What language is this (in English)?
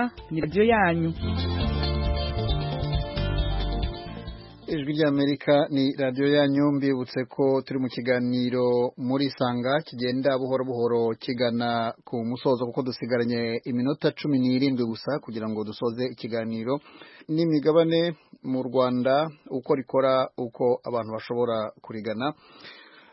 Kinyarwanda